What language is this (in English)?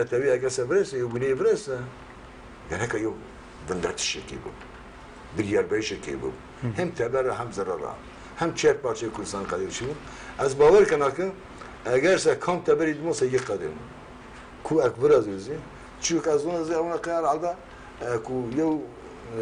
Zaza